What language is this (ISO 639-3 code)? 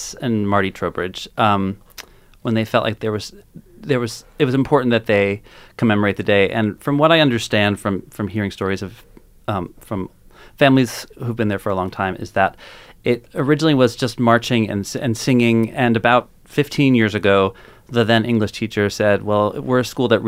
eng